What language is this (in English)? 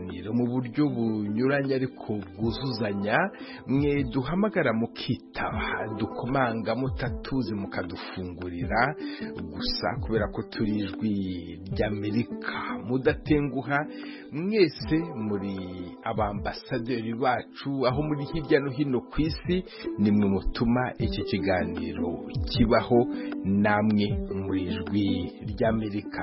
Kinyarwanda